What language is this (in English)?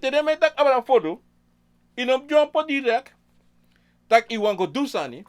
Sranan Tongo